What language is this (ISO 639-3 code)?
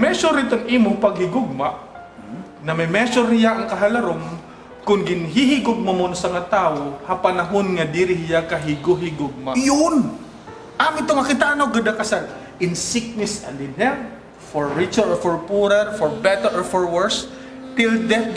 war